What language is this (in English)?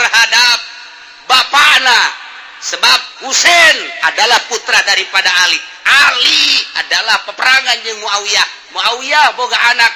Sundanese